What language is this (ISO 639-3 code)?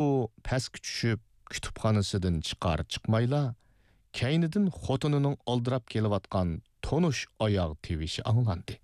uig